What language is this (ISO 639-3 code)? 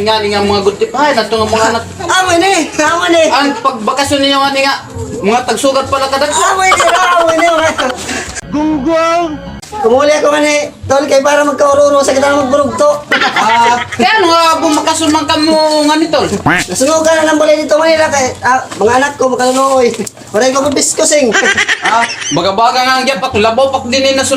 war